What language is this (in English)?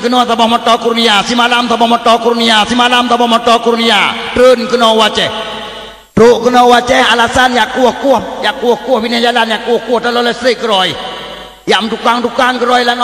Achinese